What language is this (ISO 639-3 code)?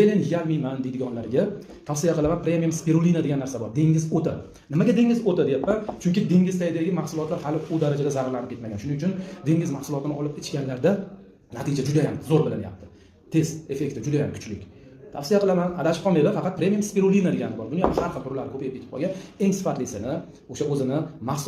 uzb